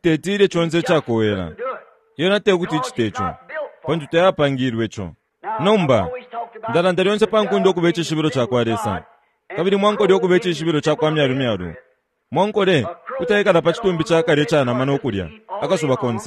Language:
Bemba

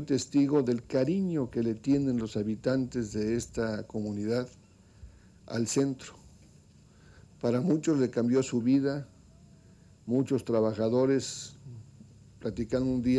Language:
Spanish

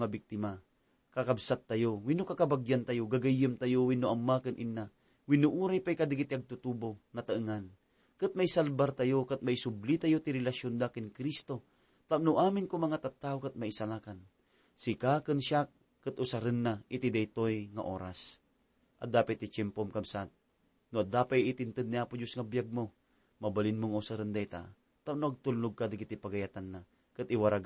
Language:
Iloko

